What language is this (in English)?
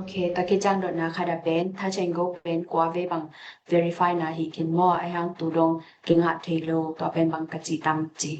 Tedim Chin